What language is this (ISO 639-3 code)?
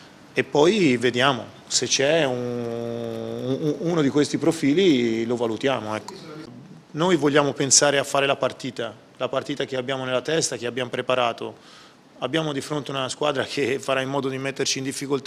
ita